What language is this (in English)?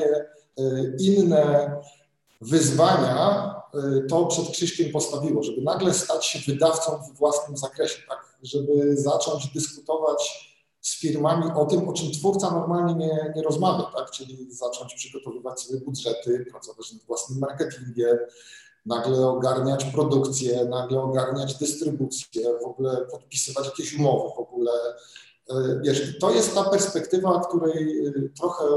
Polish